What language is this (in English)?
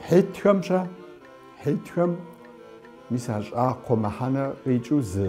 Kabardian